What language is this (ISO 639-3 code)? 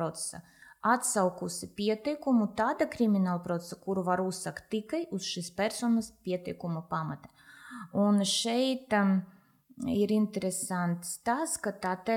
lav